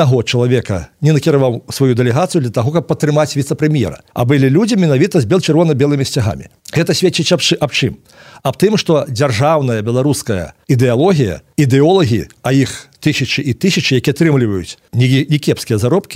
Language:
Belarusian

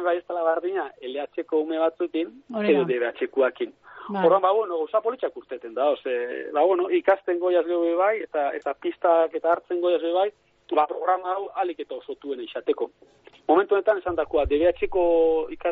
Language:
Basque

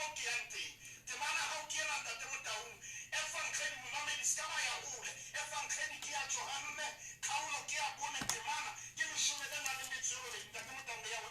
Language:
Southern Sotho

